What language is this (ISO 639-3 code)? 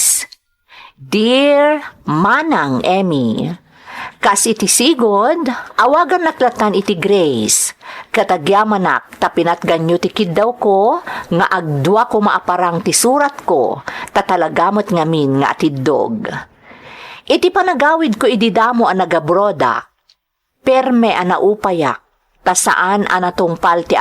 ilo